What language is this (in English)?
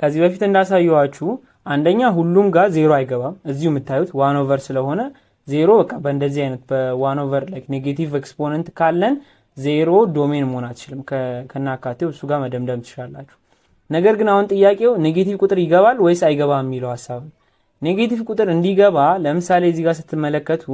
Amharic